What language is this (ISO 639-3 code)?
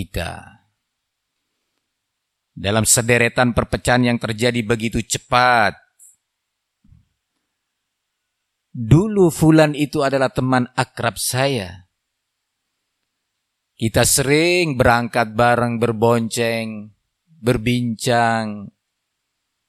ind